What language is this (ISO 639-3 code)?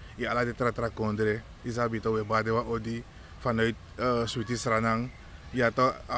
srn